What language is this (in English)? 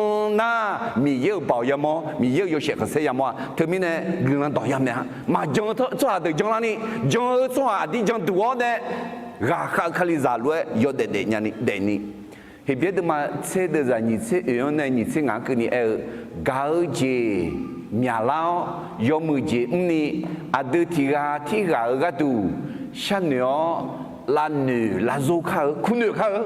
Akha